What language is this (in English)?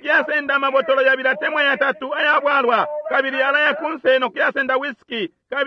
Bemba